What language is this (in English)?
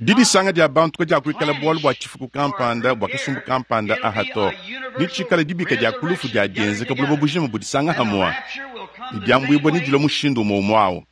Luba-Lulua